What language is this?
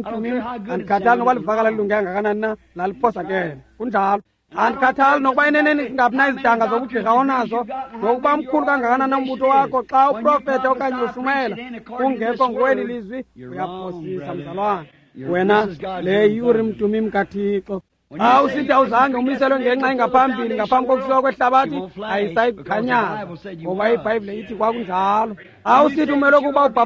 Xhosa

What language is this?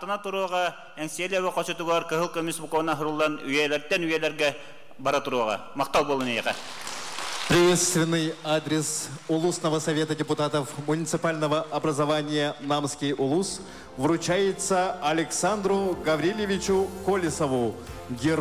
Yakut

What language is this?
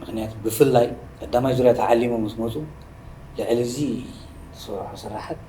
Tigrinya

